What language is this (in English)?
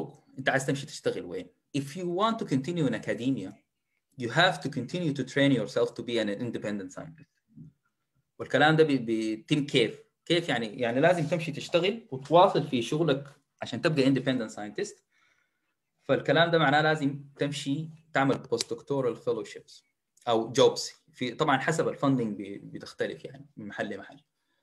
Sudanese Arabic